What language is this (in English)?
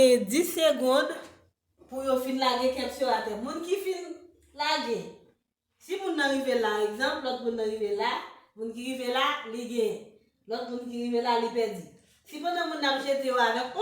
Haitian Creole